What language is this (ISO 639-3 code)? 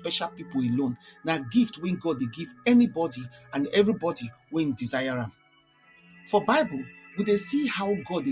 pcm